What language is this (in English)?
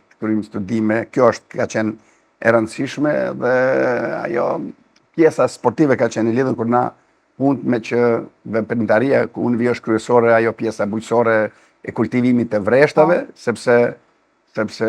Albanian